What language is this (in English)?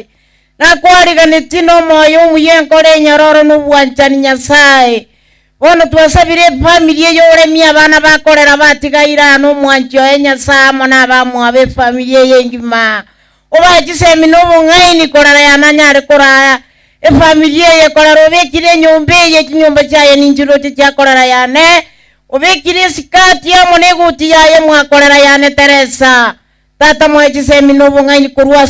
Gusii